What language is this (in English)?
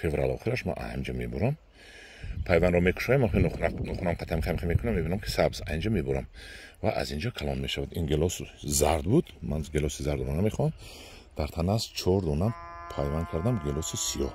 Tajik